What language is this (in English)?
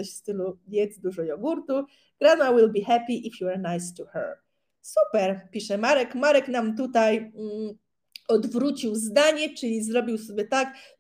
Polish